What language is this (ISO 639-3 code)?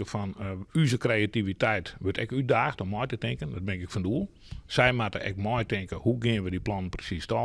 fry